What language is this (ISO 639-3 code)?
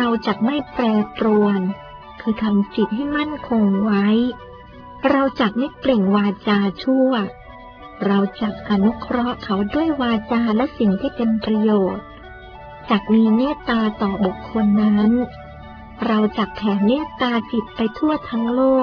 tha